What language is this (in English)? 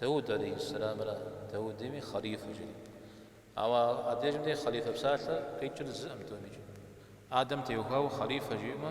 Kabardian